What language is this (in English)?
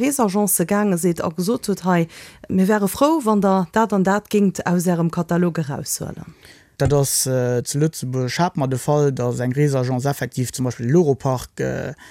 Luxembourgish